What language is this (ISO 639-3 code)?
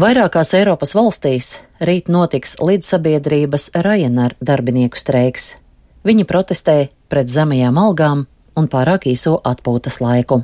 lav